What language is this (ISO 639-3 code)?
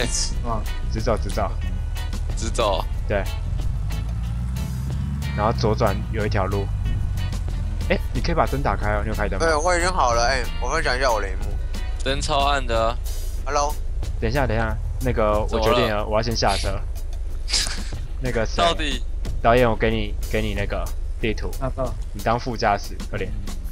zho